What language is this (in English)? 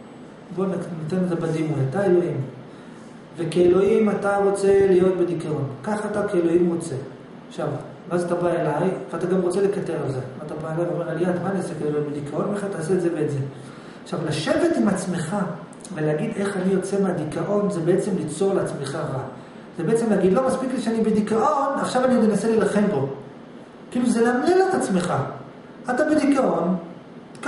Hebrew